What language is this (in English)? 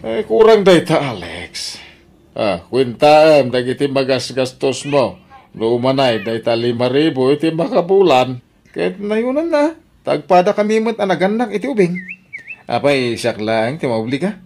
Iloko